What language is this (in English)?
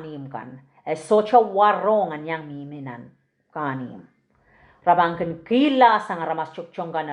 Pohnpeian